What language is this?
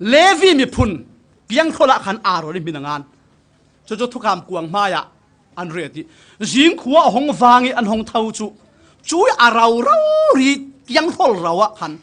Falam Chin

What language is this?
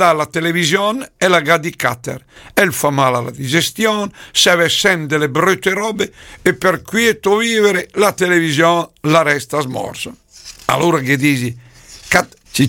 Lombard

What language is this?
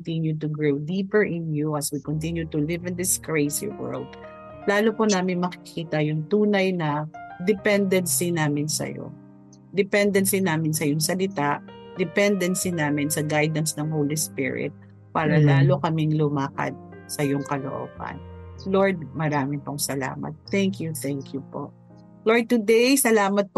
Filipino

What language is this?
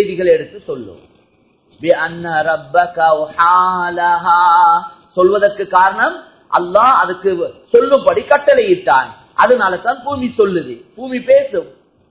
Tamil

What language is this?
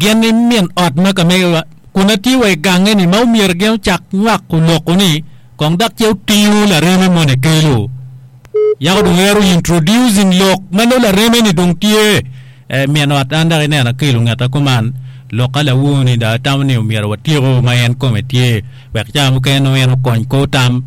Acoli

